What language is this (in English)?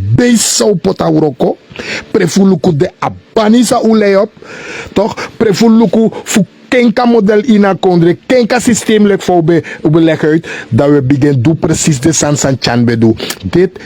Sranan Tongo